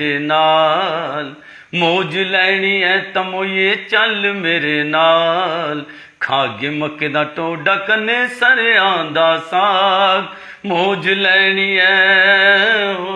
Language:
Dogri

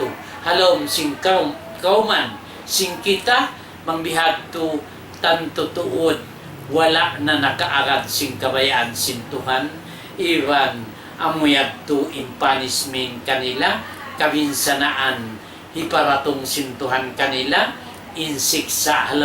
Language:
Tausug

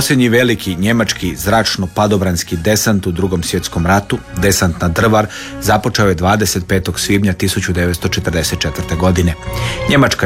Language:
Croatian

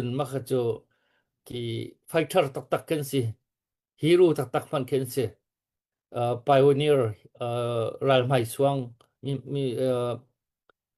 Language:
Hakha Chin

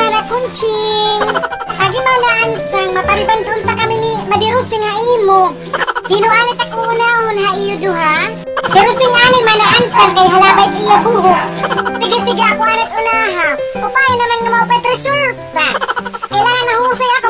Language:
Waray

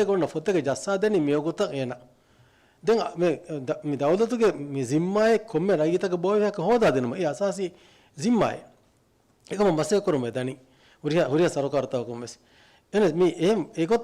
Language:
Divehi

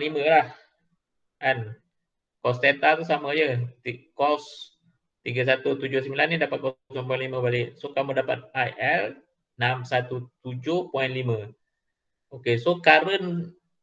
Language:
Malay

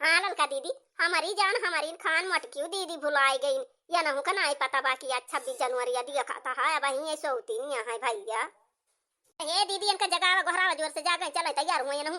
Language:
Awadhi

